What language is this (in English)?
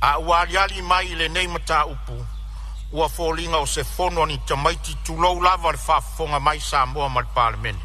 Samoan